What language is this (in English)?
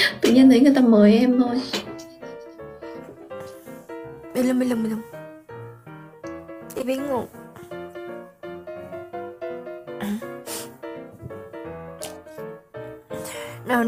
Indonesian